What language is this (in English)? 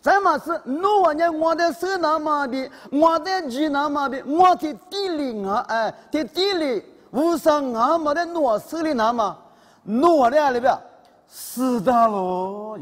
Lisu